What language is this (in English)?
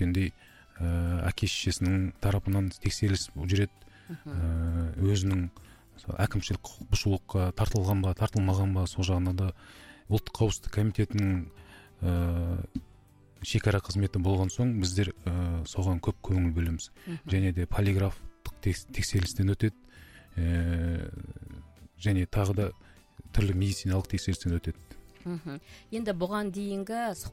Kazakh